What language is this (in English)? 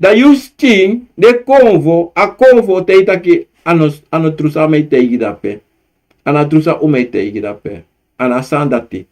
Sranan Tongo